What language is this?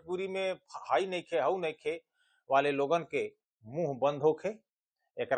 Bhojpuri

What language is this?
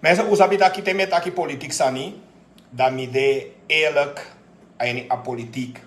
Sranan Tongo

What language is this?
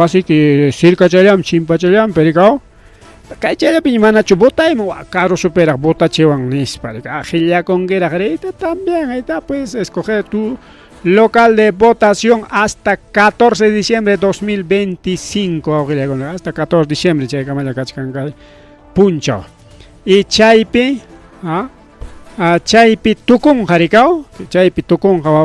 Ayacucho Quechua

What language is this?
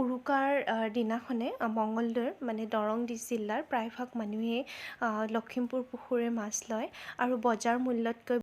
Assamese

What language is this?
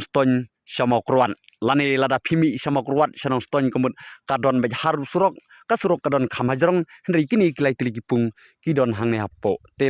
Khasi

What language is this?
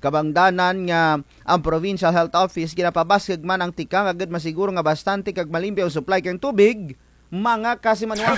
Kinaray-a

